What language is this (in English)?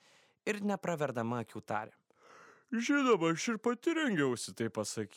Lithuanian